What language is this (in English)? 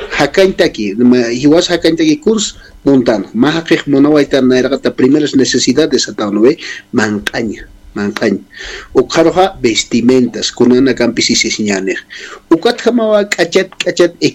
Aymara